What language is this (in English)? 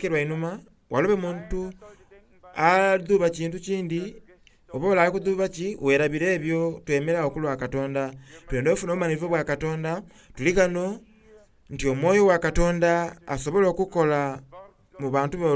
Soga